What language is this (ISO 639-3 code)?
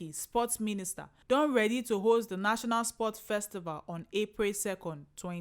pcm